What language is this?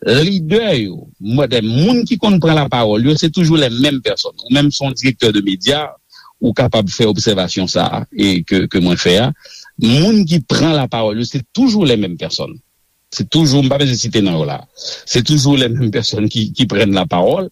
Haitian Creole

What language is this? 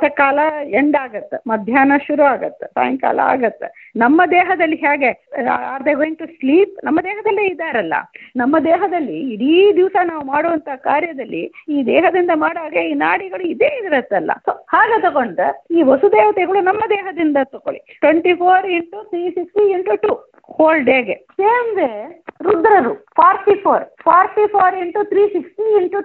Kannada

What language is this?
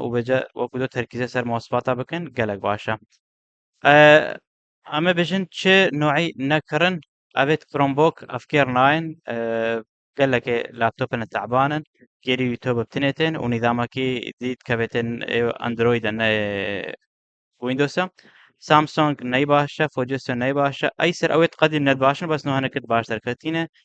Kurdish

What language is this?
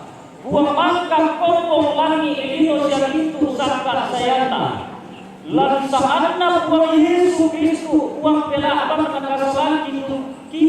Toraja-Sa'dan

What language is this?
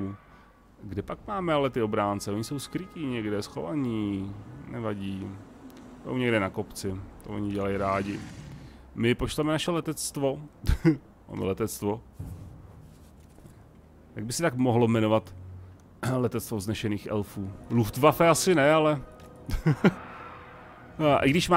Czech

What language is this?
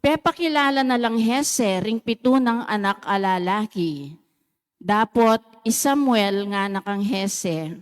Pampanga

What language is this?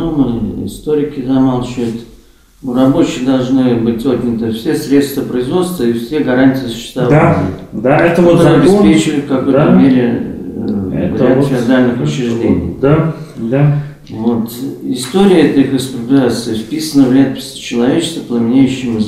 Russian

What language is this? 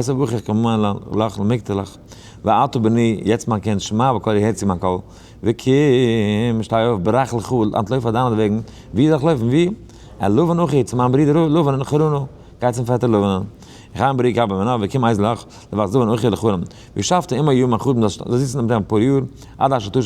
Yiddish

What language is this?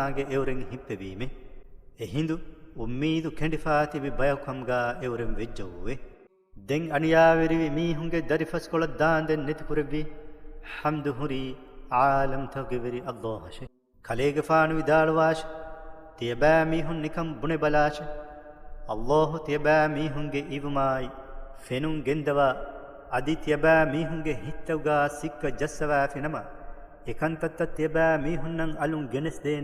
Divehi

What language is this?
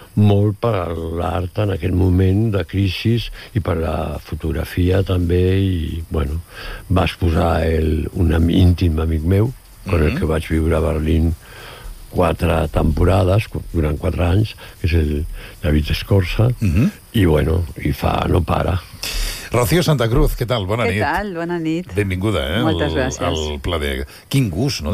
Catalan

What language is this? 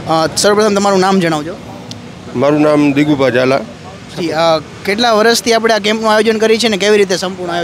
Gujarati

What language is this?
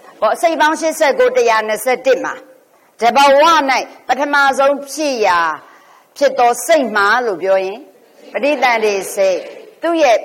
Burmese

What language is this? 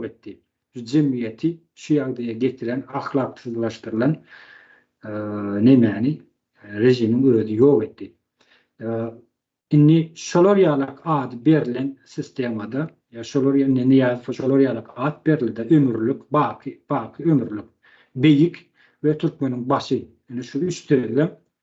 Turkmen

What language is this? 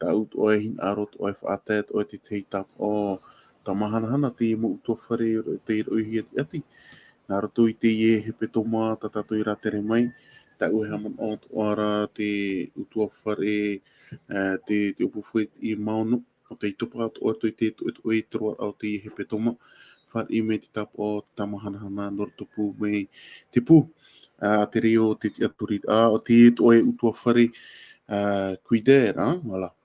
Tahitian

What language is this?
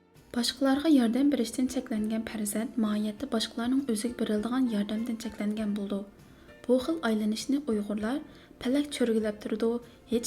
Uyghur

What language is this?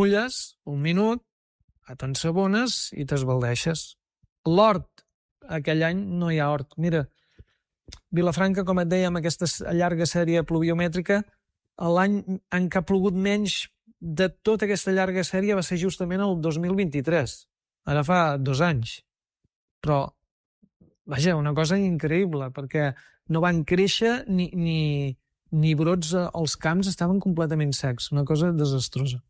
Catalan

